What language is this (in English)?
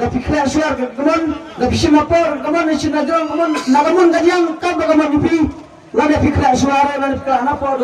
Khasi